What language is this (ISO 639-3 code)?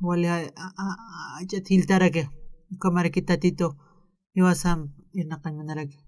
aym